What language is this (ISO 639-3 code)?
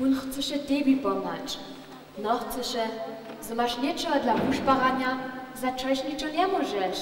hsb